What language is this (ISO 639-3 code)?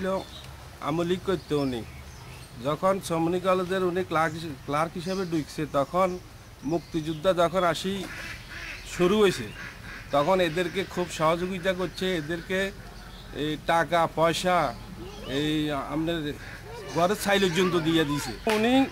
ben